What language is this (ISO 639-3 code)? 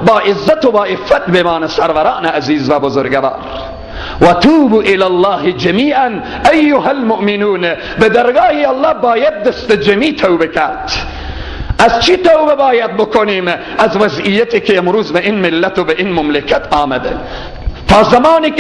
fas